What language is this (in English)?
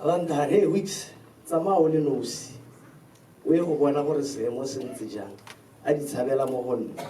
Tswana